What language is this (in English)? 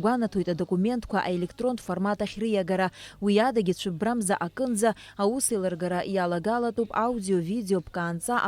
Abkhazian